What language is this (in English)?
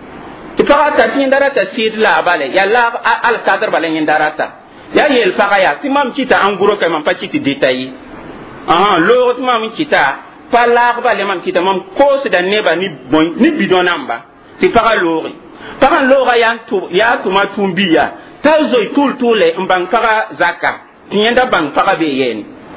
Mossi